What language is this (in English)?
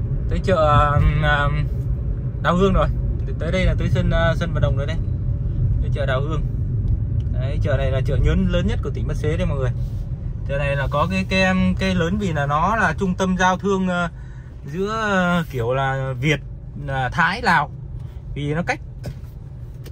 Vietnamese